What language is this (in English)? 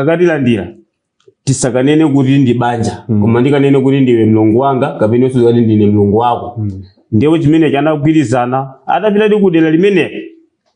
Nyanja